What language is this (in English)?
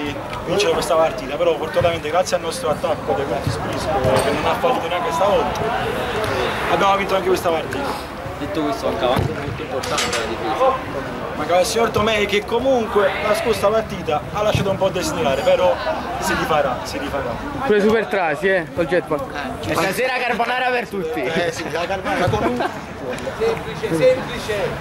Italian